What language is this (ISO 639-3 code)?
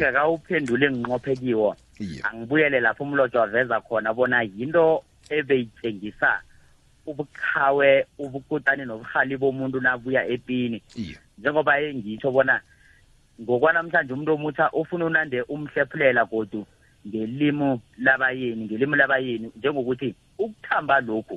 nbl